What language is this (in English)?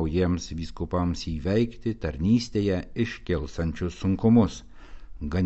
Lithuanian